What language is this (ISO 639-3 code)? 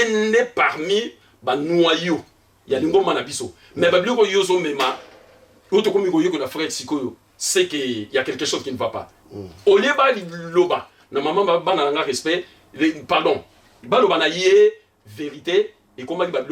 lin